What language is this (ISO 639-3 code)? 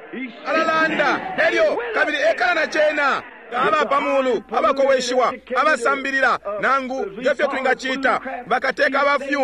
bem